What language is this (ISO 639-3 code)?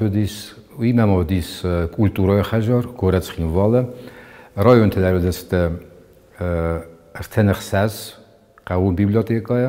oss